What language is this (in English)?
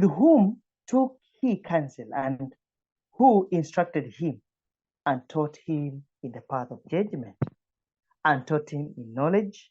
English